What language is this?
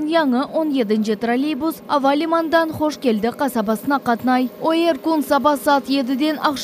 Crimean Tatar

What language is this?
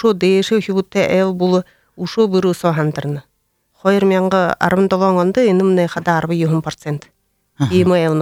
Buriat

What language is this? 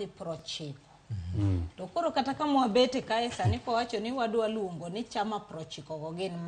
Luo (Kenya and Tanzania)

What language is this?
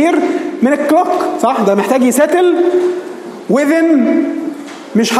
Egyptian Arabic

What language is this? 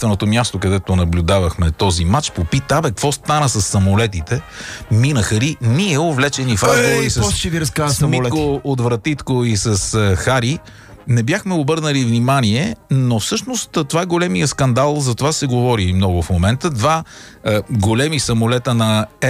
Bulgarian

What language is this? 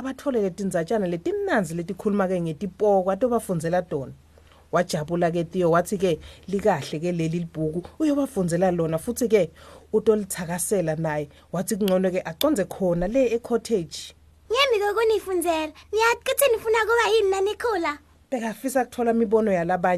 Swati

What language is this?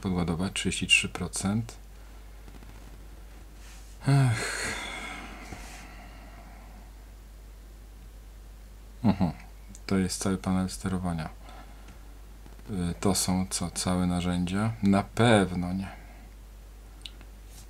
Polish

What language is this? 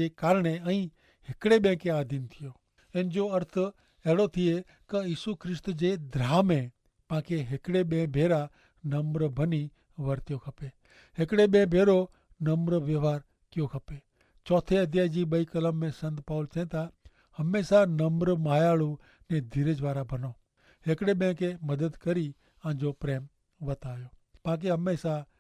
Kachhi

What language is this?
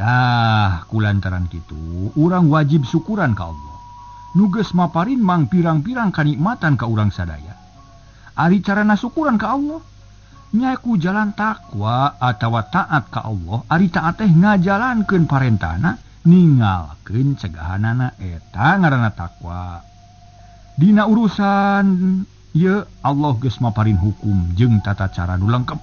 Sundanese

